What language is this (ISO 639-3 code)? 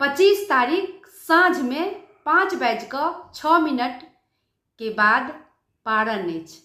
mai